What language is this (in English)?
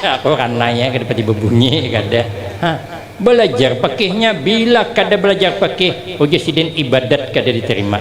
Banjar